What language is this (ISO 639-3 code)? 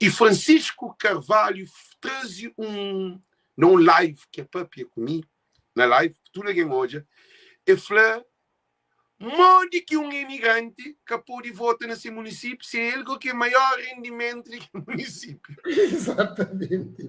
kea